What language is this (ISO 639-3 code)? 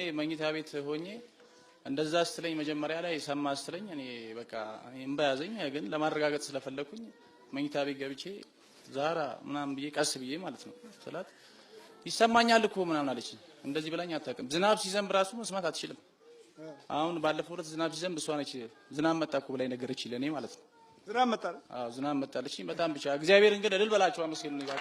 amh